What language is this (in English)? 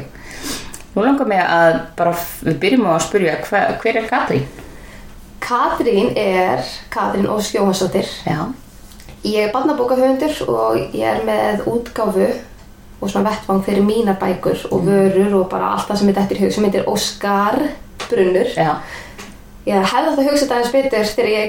Icelandic